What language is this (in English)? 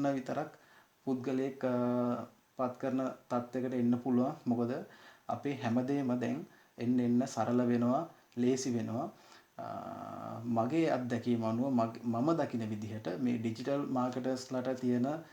Sinhala